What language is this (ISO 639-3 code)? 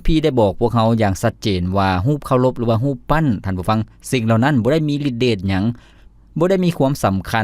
lao